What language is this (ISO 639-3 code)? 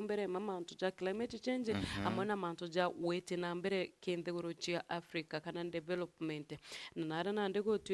mer